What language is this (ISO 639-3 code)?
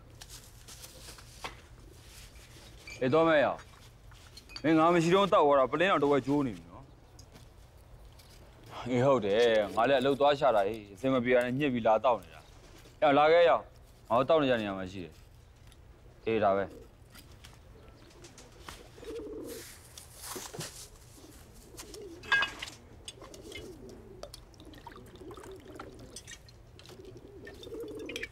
mya